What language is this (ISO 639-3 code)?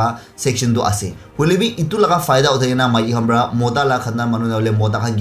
nag